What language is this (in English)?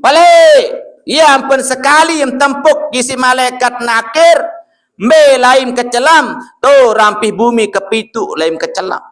Sasak